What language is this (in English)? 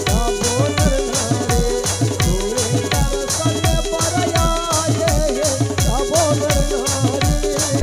Chhattisgarhi